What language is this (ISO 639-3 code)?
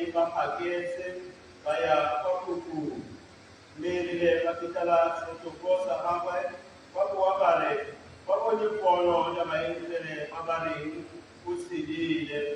tsn